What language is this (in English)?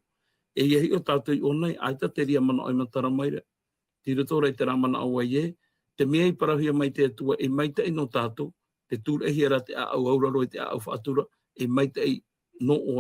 Tahitian